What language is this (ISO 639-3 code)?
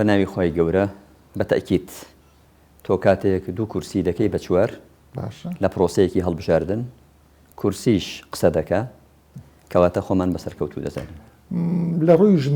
ckb